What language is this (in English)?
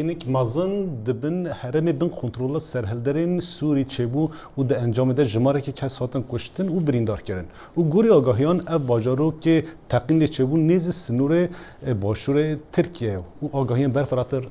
Kurdish